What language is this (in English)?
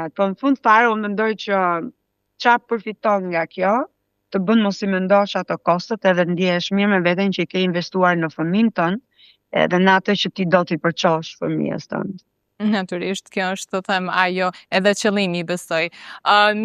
Albanian